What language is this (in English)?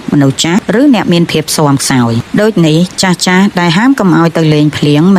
Khmer